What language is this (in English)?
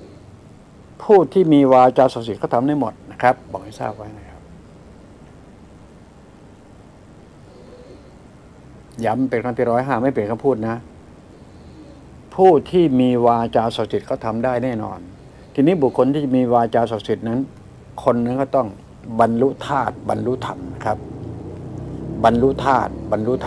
Thai